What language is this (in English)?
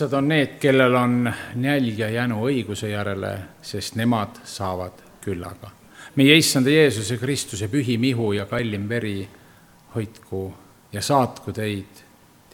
Estonian